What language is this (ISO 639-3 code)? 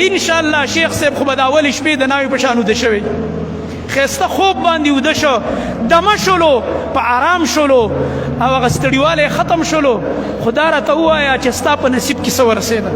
pus